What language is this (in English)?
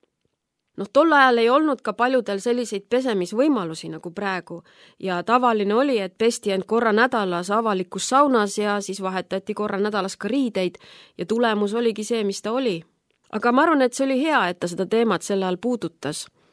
Estonian